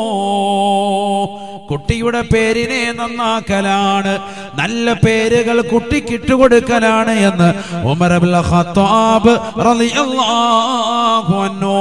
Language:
Malayalam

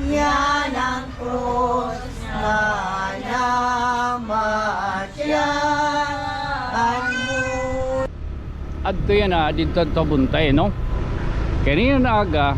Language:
Waray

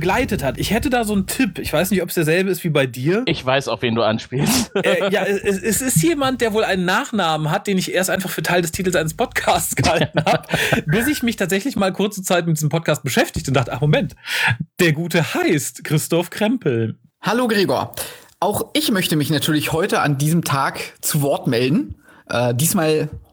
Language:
German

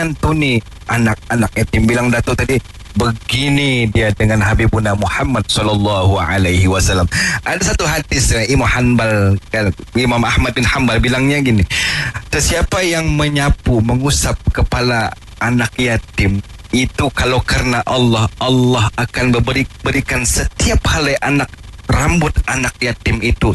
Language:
Malay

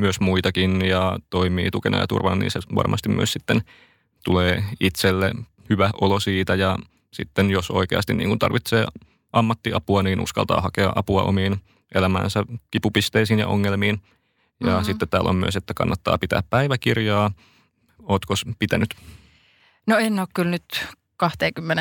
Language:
Finnish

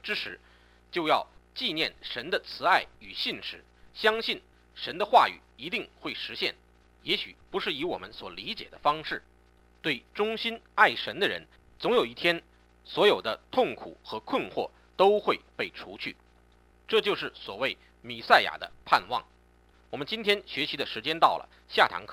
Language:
Chinese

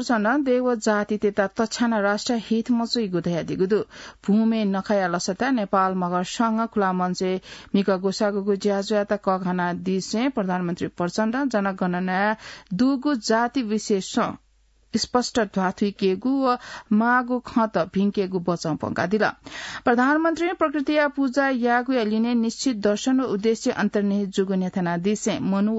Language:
Newari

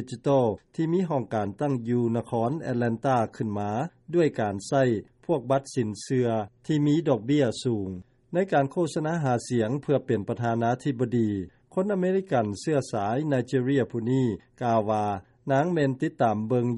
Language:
Lao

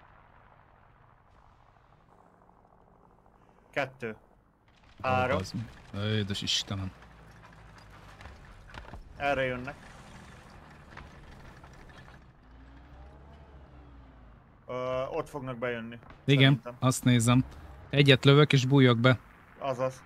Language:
Hungarian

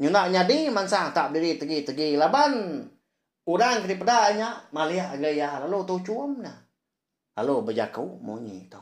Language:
Iban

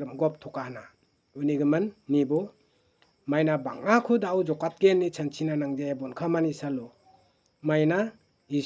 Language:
Garo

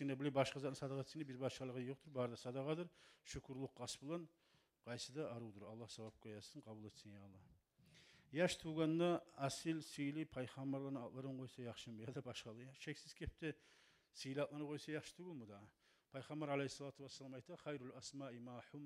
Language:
Kumyk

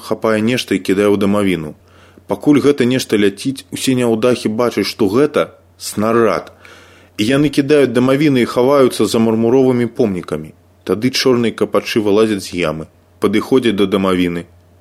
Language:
Belarusian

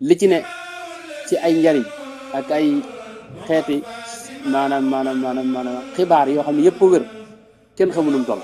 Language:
Wolof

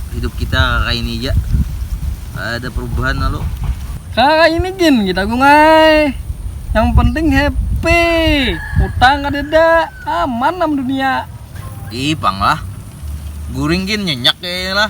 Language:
Banjar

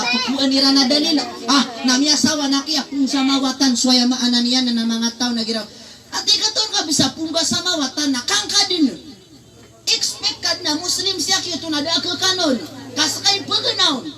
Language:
Maranao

